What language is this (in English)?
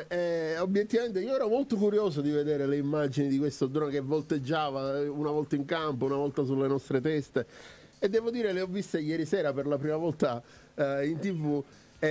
Italian